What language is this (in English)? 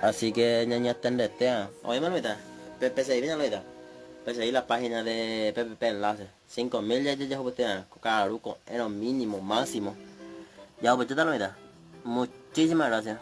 Guarani